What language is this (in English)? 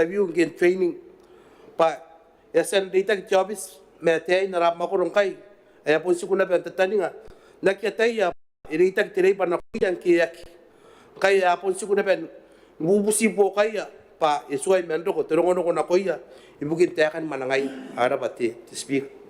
Gilbertese